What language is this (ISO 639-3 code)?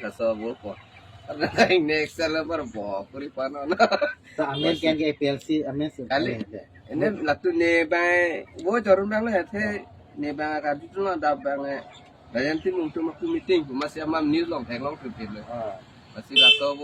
mjw